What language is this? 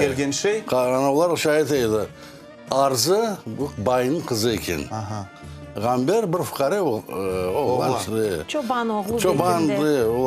Crimean Tatar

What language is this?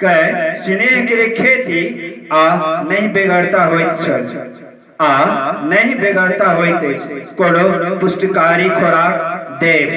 Maithili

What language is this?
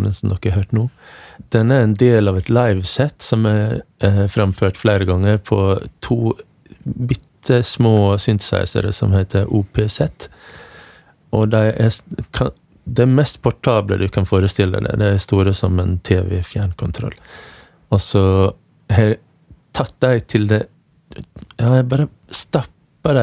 Norwegian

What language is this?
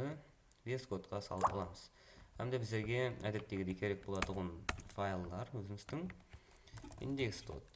Kara-Kalpak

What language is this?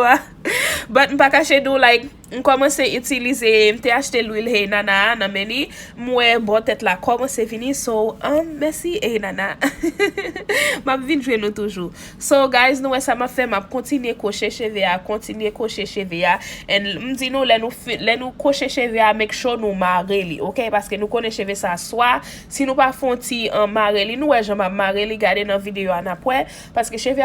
Haitian Creole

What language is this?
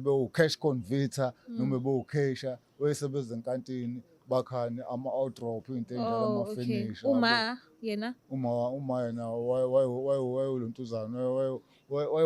Zulu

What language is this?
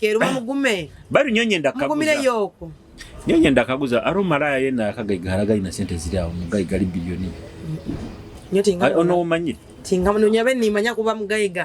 Nyoro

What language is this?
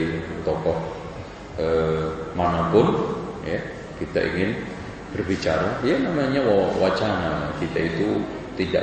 Indonesian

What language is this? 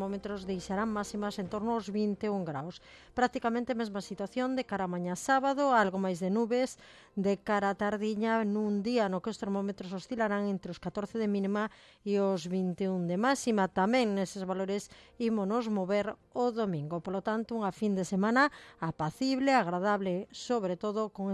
Galician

